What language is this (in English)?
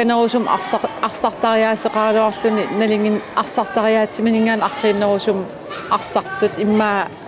Kalaallisut